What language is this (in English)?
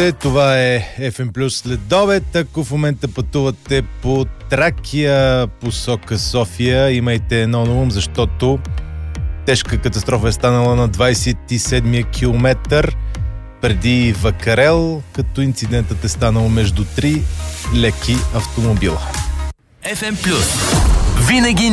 Bulgarian